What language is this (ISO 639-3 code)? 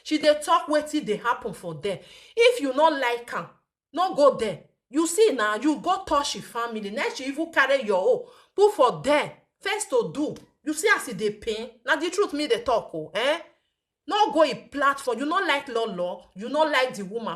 pcm